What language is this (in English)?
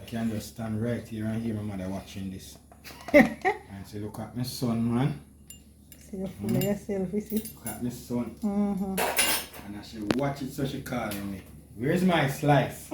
Jamaican Creole English